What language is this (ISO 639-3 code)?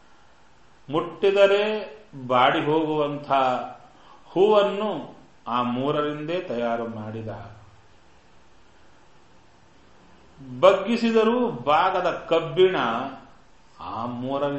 kan